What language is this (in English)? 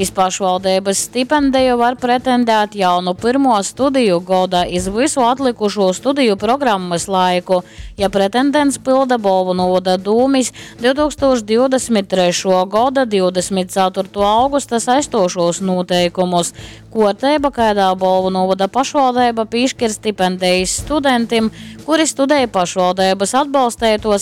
Latgalian